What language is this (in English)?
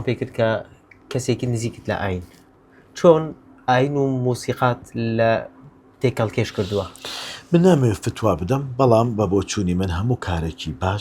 Central Kurdish